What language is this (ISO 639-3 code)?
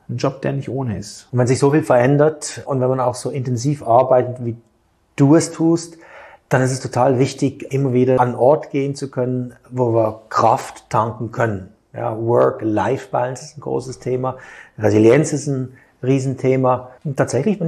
deu